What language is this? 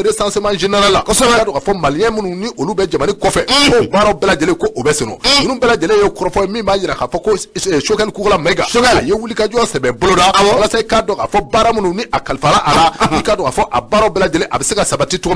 Bambara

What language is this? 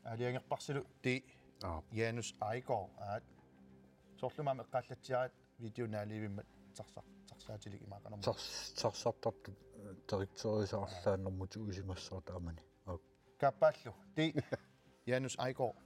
Kalaallisut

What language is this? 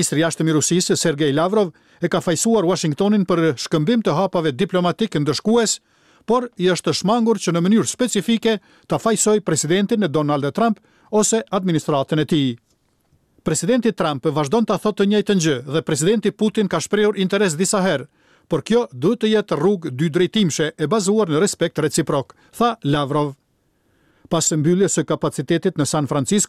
Albanian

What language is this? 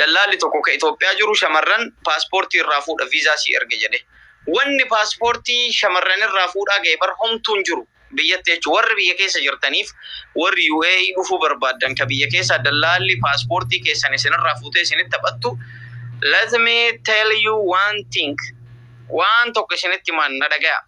Oromo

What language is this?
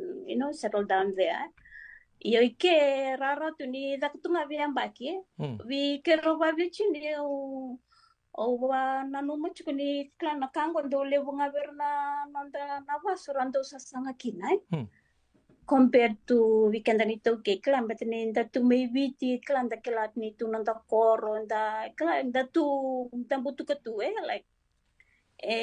Fijian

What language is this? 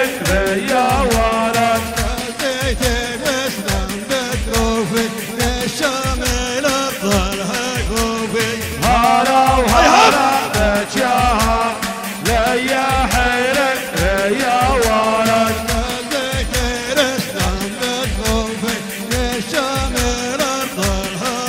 South Levantine Arabic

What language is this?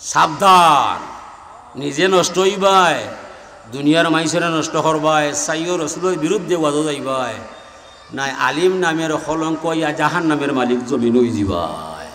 Sylheti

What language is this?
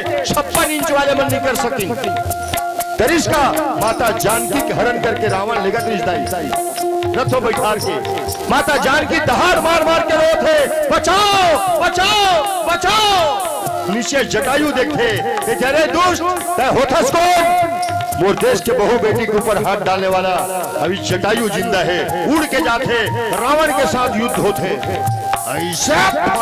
Chhattisgarhi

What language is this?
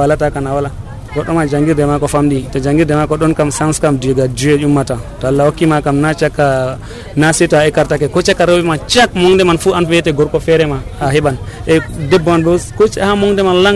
Nigerian Fulfulde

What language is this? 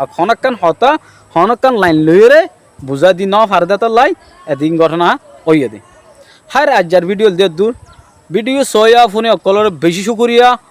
Rohingya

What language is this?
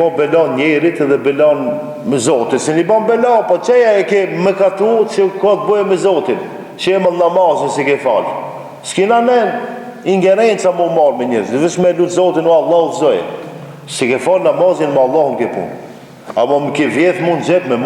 Albanian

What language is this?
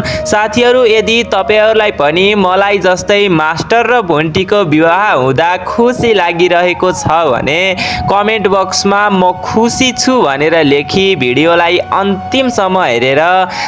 Nepali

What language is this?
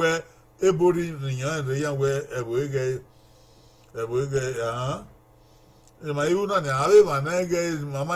Bini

